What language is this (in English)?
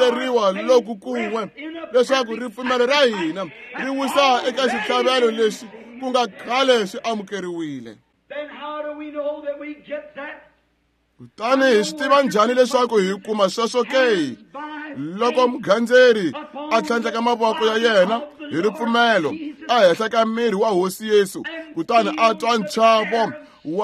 Tsonga